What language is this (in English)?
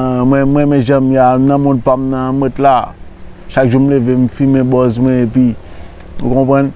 Haitian Creole